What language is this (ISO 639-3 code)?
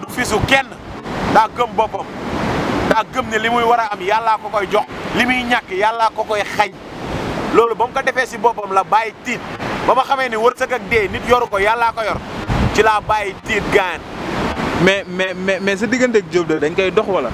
wol